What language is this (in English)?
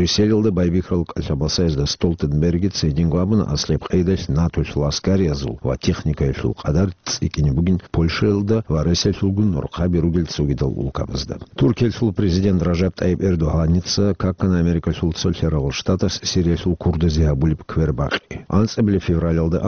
Avaric